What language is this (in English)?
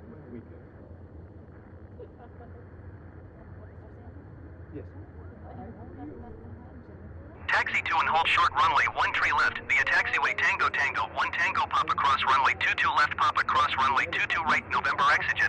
English